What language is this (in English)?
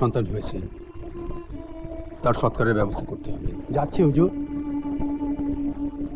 Bangla